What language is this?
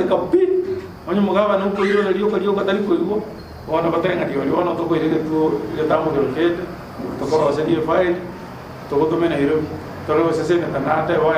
Gusii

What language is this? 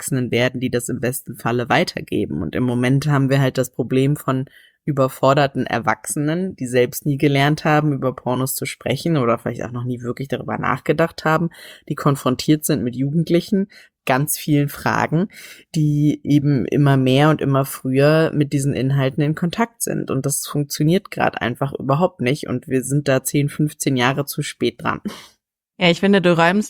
German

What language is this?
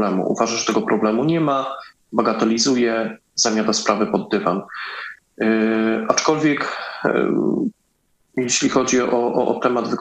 Polish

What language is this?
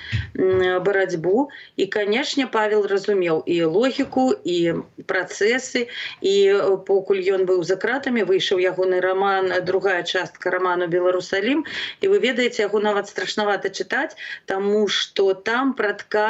Belarusian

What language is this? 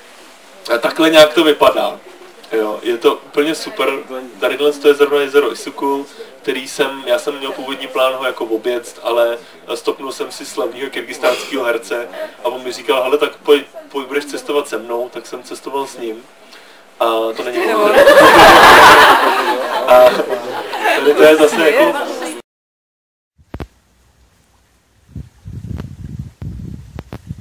Czech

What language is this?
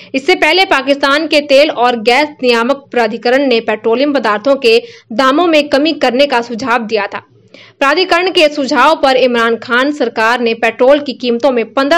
Hindi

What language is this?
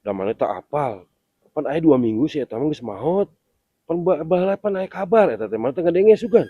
Sundanese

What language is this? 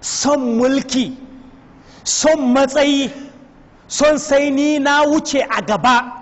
Hausa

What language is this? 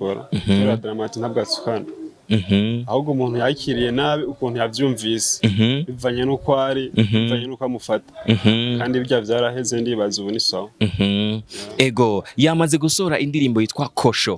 Rundi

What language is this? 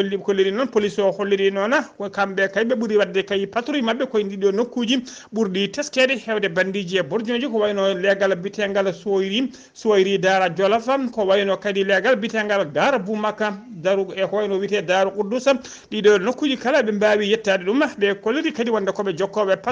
Fula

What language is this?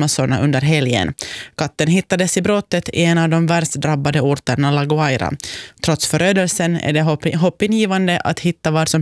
Swedish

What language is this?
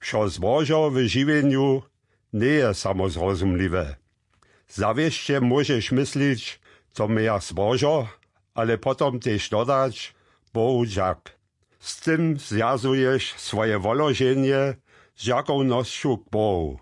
Upper Sorbian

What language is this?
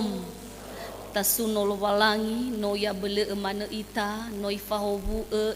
Nias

